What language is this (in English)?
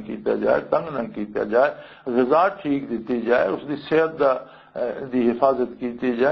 Western Panjabi